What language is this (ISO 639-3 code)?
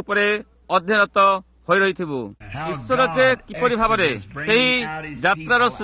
ori